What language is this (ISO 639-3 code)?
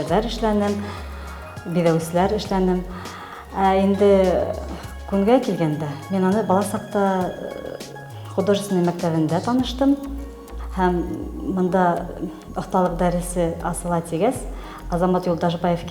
bak